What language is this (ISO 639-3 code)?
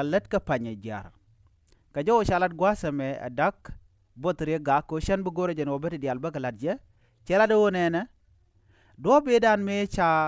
nus